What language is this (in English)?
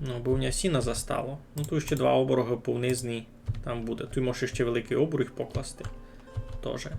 Rusyn